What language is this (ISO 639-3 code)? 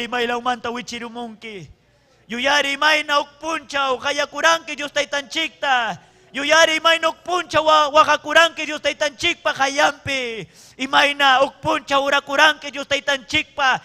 quy